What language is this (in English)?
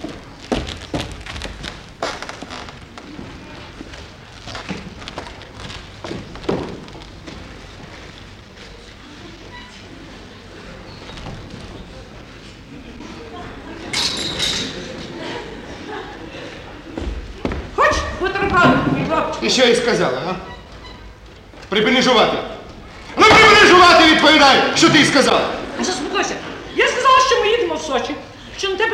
Ukrainian